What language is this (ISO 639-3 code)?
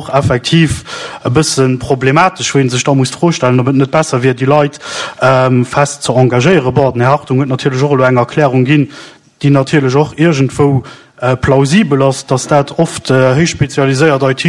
ltz